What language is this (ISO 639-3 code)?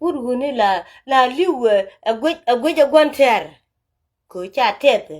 nus